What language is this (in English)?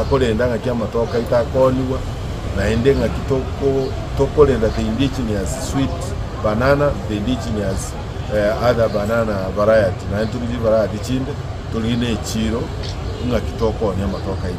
Gusii